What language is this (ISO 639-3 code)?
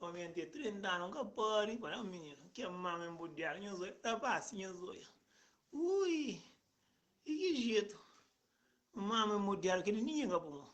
kea